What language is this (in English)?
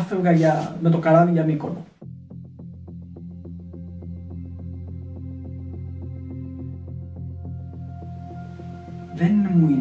Greek